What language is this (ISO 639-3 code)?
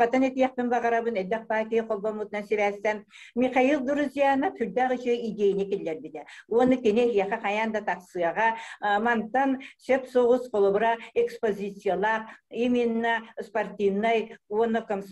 sah